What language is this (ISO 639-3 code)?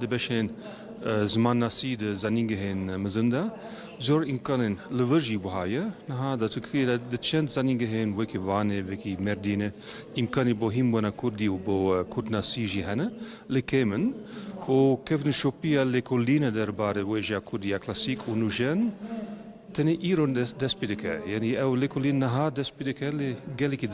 kur